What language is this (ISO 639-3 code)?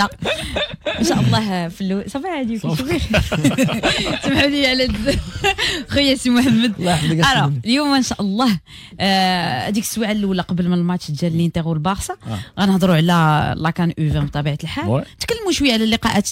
ary